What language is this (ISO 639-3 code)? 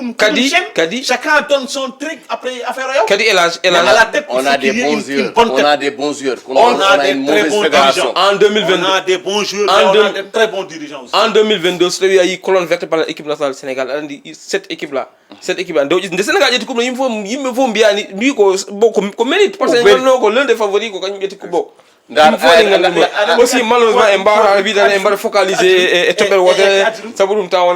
ful